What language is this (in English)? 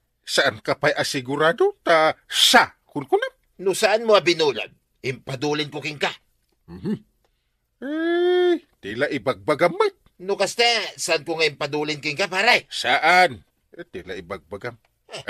Iloko